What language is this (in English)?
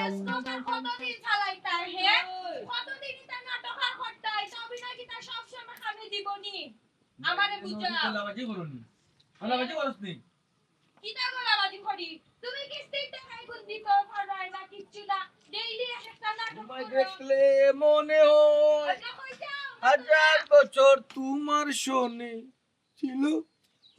Sylheti